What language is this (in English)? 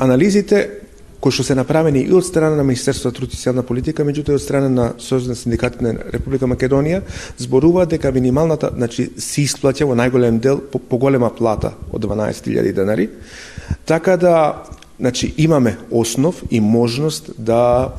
Macedonian